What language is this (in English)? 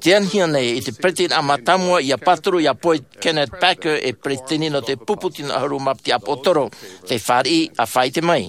Tahitian